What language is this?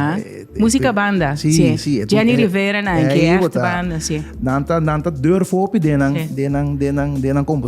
Papiamento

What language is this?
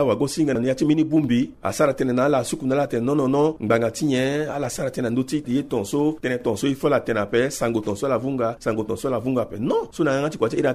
Sango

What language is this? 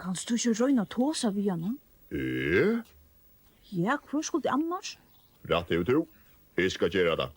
Faroese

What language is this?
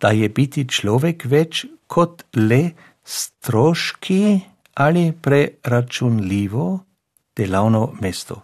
Slovenian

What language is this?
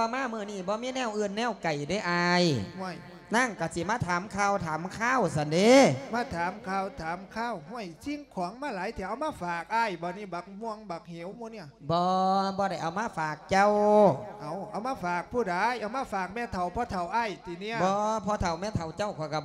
Lao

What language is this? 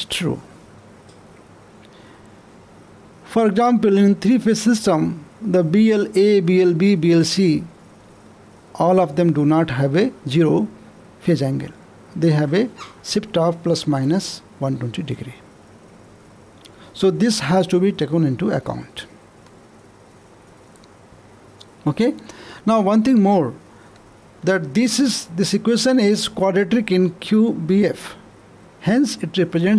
English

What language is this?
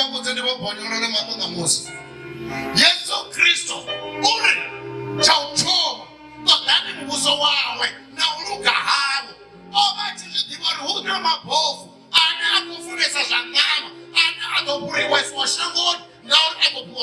Venda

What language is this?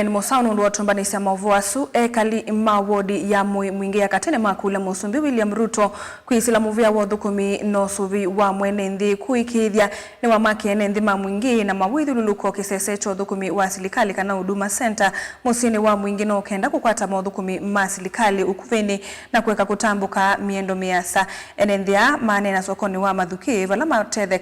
Kamba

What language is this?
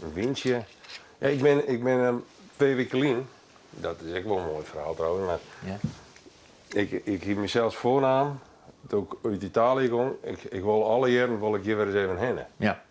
Western Frisian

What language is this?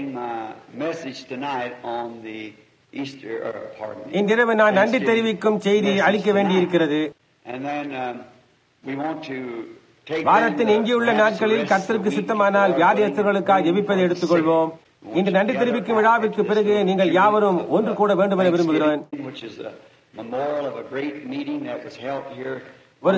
Tamil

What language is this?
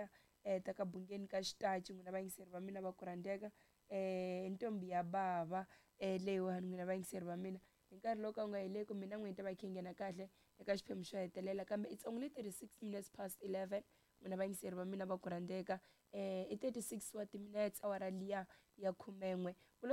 Tsonga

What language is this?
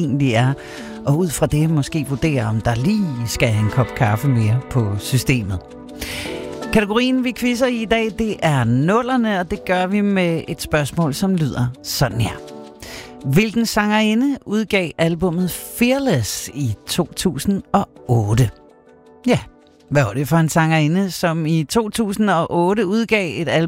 Danish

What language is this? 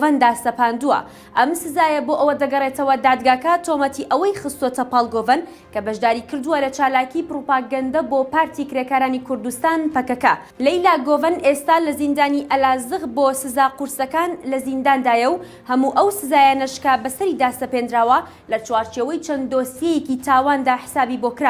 Central Kurdish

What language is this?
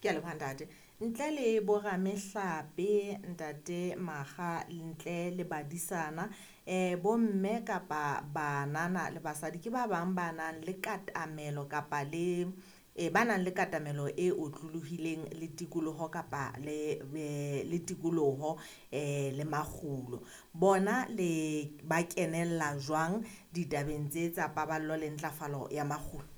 Southern Sotho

